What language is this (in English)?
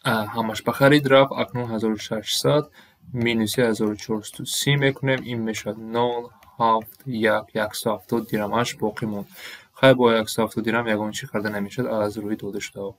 Tajik